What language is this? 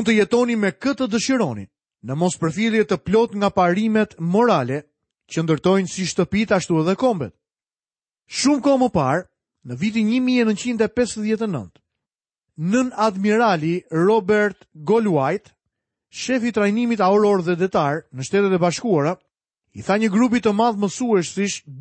Albanian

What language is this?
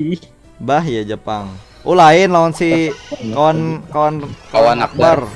Banjar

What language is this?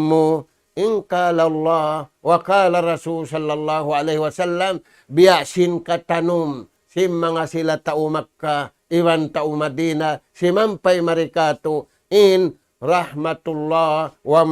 Tausug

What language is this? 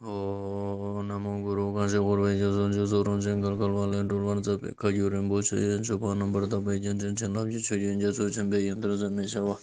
Ladakhi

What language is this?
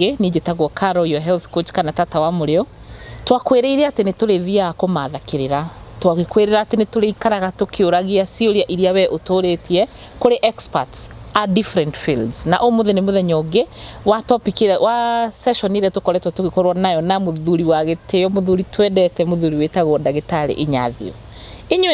Kikuyu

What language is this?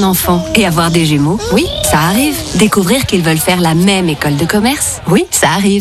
French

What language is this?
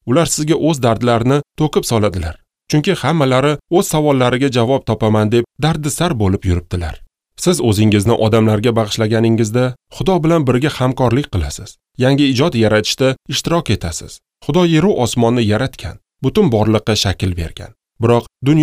Uzbek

